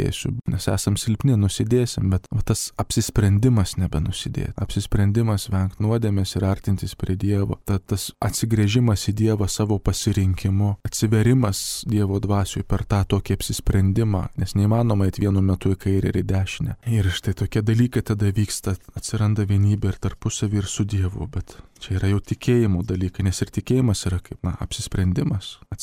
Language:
Lithuanian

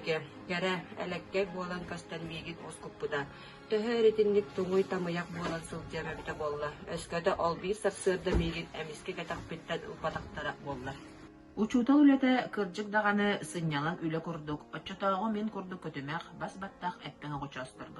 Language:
Yakut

